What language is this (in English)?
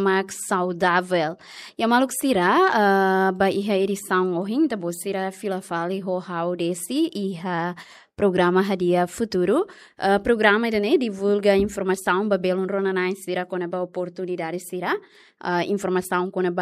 Tetum